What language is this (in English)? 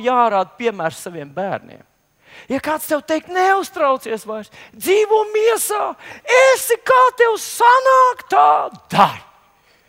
Latvian